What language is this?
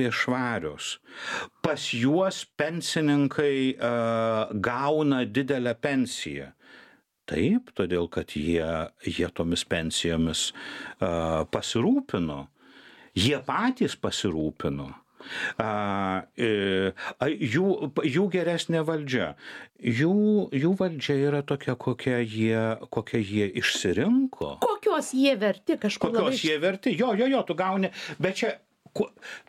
Lithuanian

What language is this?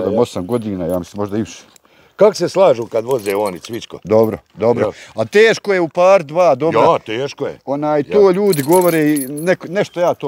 Bosnian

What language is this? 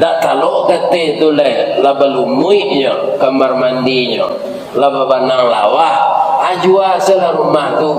Minangkabau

